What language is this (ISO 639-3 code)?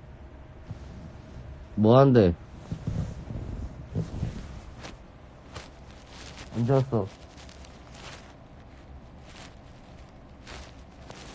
kor